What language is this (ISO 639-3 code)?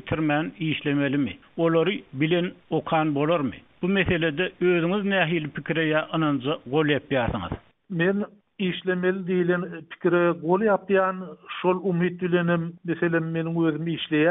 tuk